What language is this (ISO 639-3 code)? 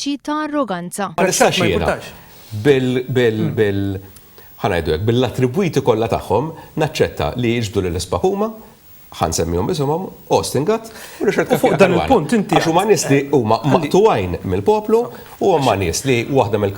mlt